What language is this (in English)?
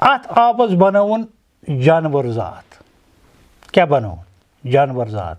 Kashmiri